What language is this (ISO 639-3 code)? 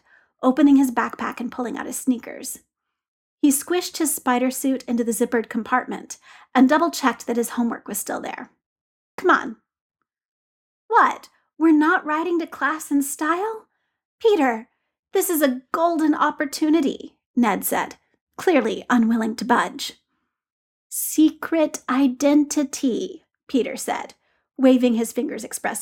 eng